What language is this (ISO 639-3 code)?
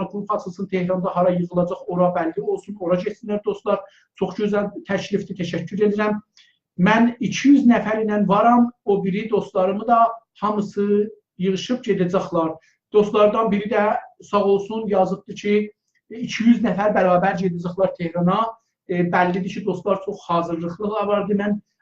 azb